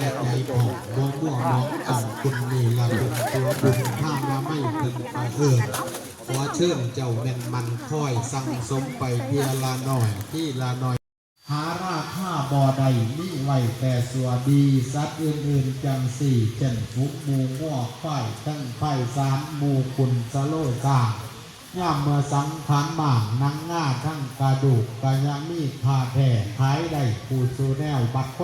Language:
Northeastern Thai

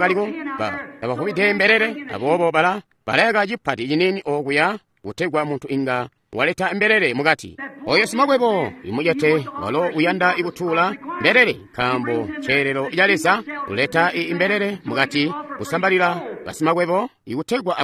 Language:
Tonga (Zambia)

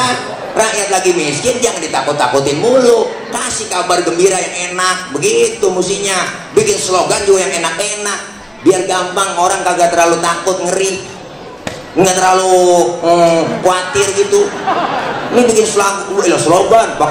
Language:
Betawi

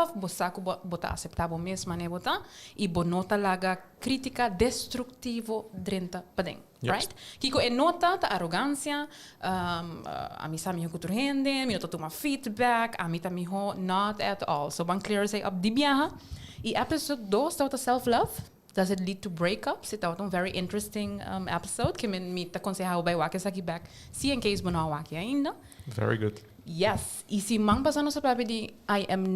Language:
Papiamento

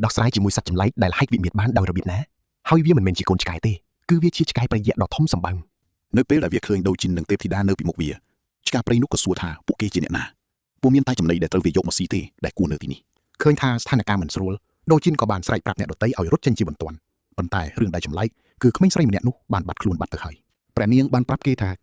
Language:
Khmer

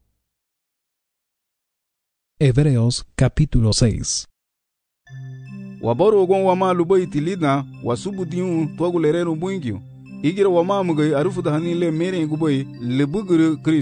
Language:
Garifuna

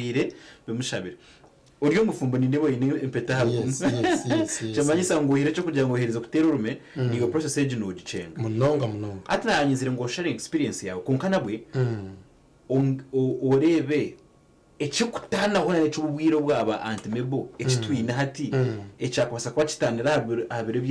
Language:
Nyankole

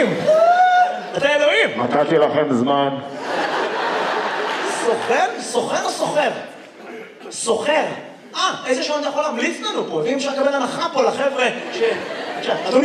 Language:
Hebrew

